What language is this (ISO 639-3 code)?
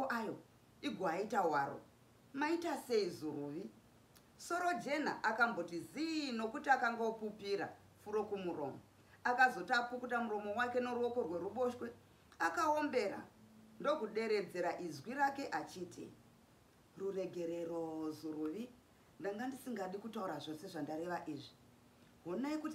sna